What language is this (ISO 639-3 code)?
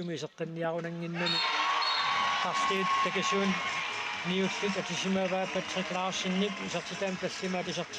kal